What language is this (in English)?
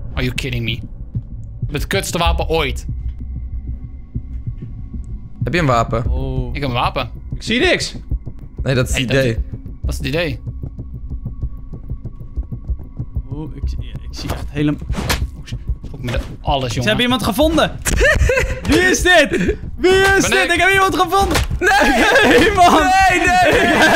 Dutch